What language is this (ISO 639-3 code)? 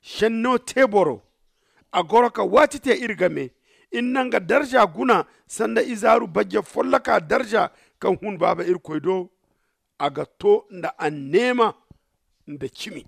dje